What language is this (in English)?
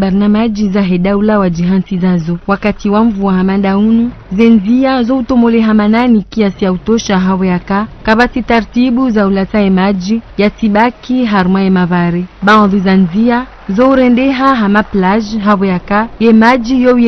Ngazidja Comorian